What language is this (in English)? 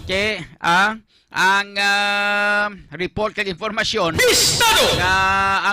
Hiligaynon